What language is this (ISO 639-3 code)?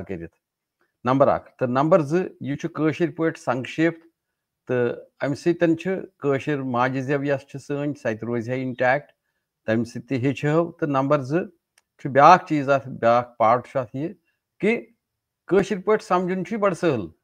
kas